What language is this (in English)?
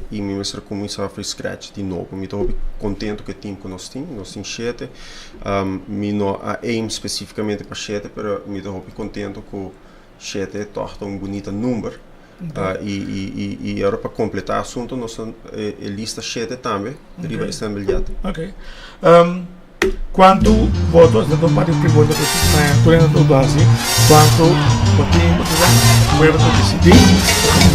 Papiamento